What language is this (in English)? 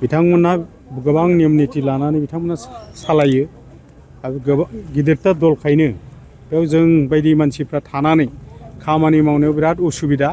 Bodo